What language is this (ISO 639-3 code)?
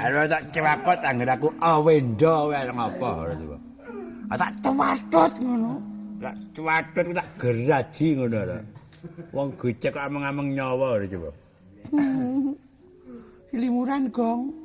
jav